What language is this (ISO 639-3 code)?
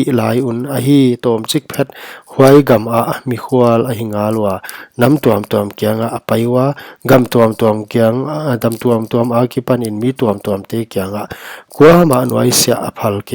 pck